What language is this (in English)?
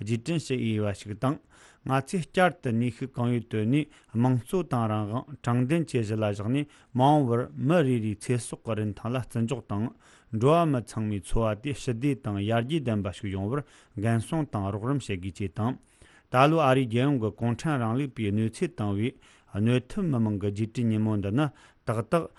Tibetan